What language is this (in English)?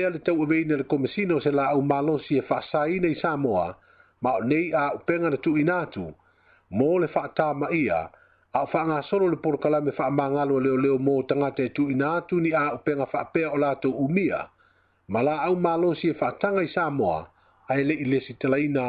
Samoan